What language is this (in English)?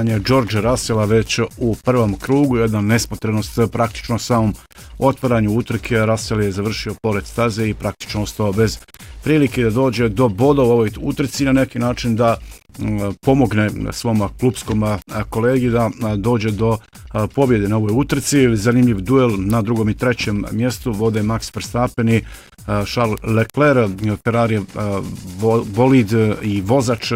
Croatian